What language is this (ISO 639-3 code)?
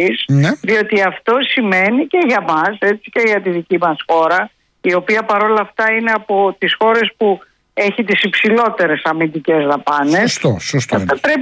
ell